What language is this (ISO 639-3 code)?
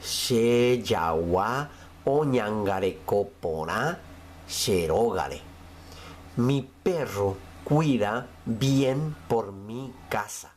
grn